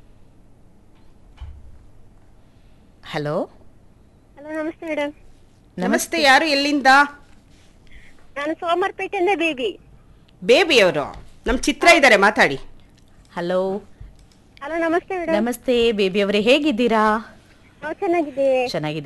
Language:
Kannada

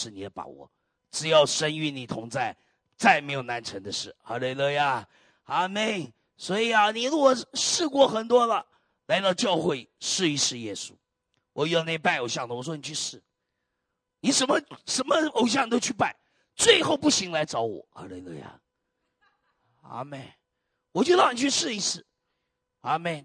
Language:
Chinese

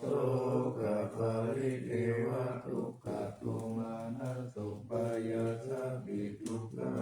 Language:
Pali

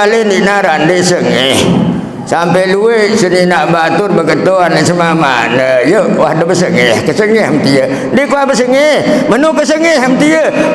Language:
Sasak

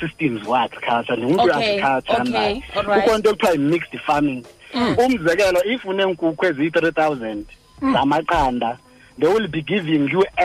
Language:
Xhosa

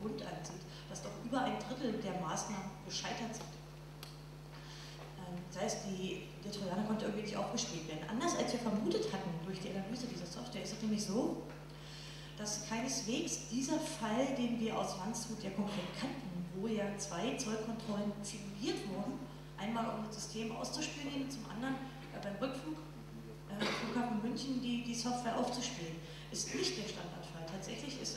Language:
German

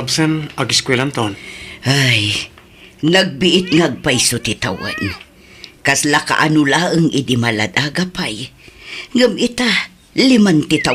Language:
Iloko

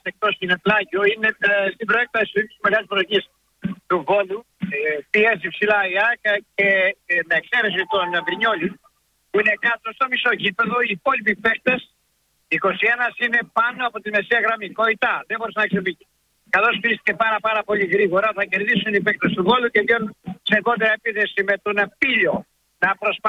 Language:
Greek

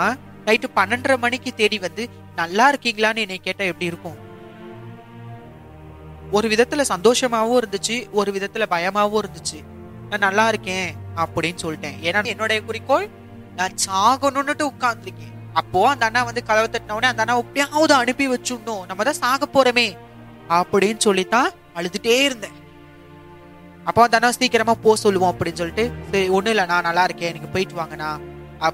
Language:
Tamil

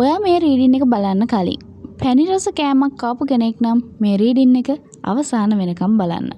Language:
Sinhala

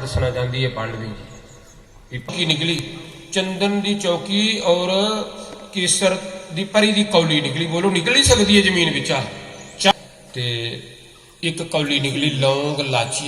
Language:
Dogri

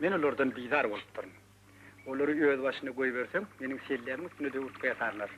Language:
Turkmen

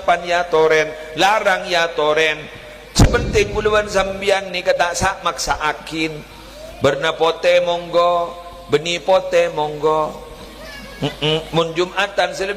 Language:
Madurese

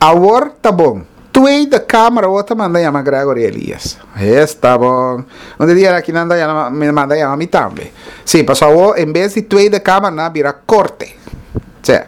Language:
Papiamento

